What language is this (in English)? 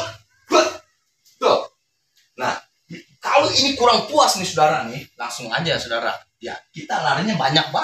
Betawi